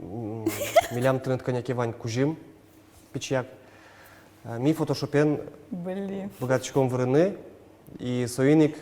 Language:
Udmurt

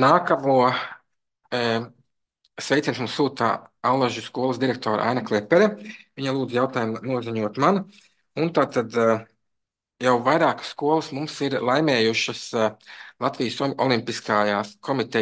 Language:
Latvian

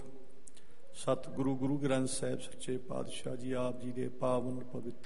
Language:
Punjabi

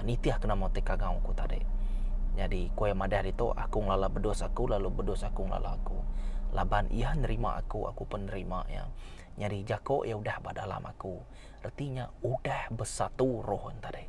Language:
Iban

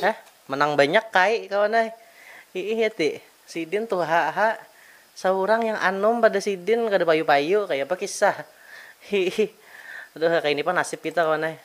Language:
Banjar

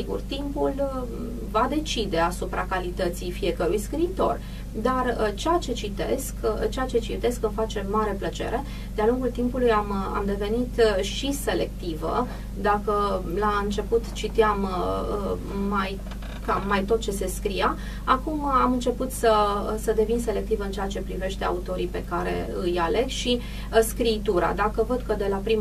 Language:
Romanian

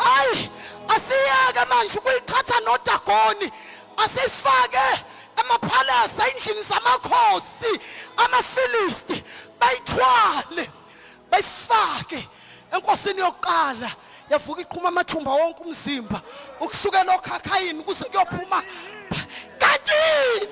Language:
Zulu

